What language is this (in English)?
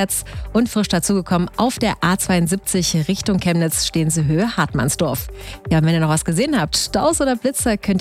German